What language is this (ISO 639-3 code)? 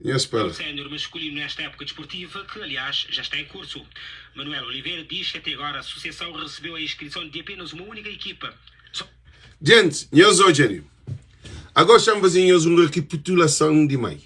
kea